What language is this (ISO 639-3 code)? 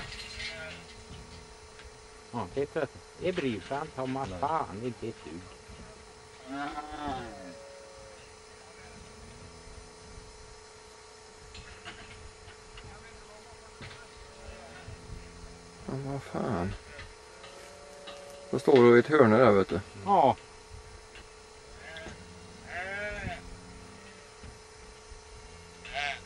swe